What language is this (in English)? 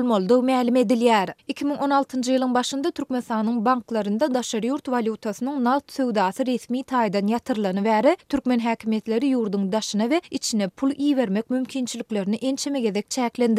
Turkmen